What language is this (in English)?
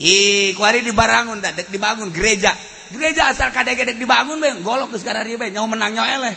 Sundanese